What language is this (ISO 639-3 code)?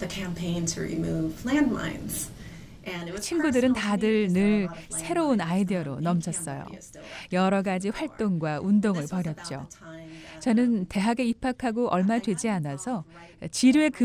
kor